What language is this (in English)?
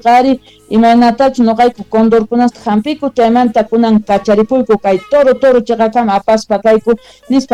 South Bolivian Quechua